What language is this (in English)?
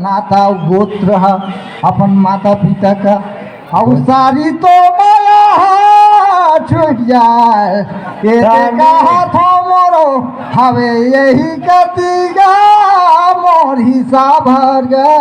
Surgujia